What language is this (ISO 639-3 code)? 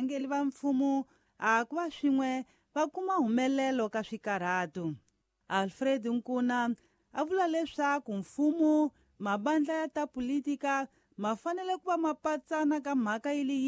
tso